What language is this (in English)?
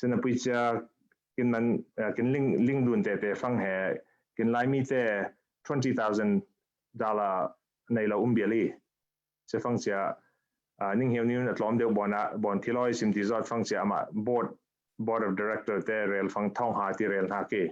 Falam Chin